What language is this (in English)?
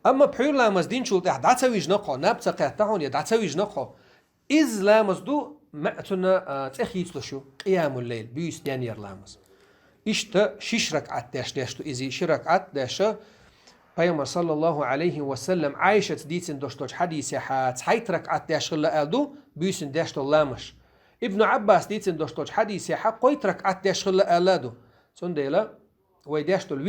Chechen